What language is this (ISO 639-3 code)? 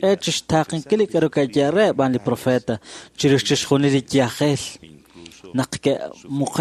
kek